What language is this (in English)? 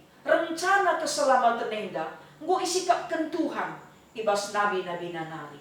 Batak Karo